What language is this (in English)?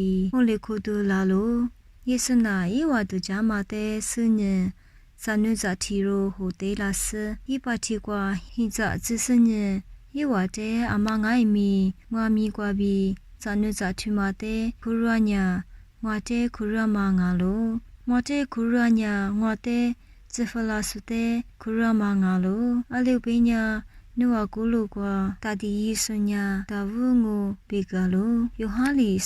Lisu